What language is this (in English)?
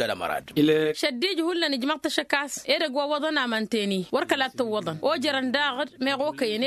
Tamasheq